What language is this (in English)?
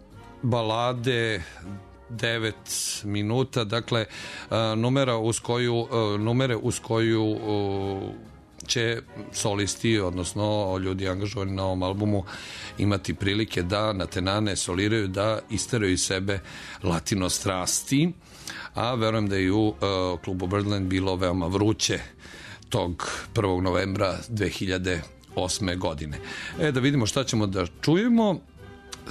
Serbian